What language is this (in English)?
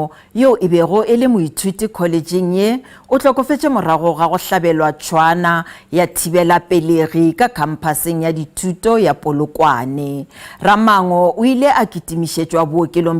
Northern Sotho